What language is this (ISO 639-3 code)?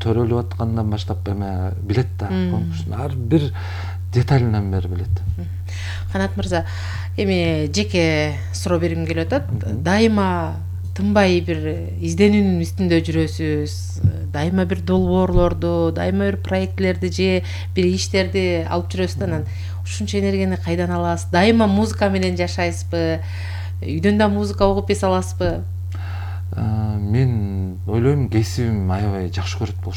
kir